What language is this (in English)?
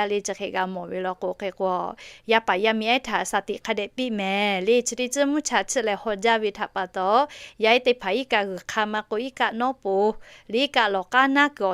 Lahu